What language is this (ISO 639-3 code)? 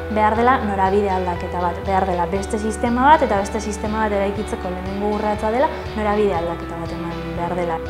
eus